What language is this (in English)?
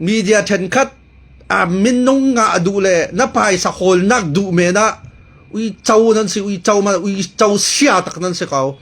Falam Chin